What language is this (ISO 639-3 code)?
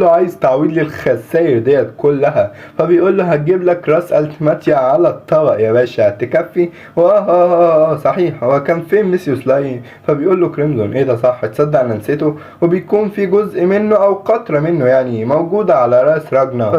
arz